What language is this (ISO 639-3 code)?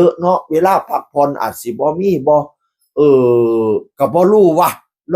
tts